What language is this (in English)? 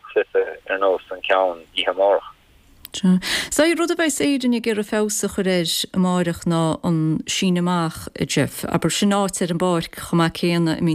Irish